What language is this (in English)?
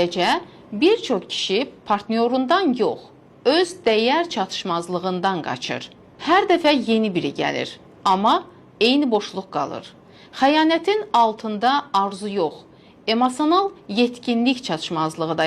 Azerbaijani